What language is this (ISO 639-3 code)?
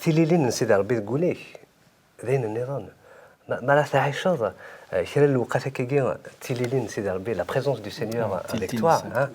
kab